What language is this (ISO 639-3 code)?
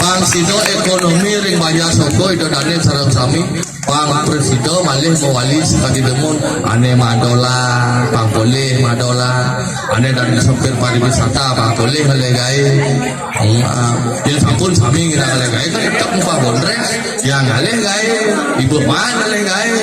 ban